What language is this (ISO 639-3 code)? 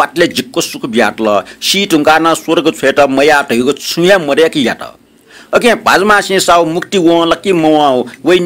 new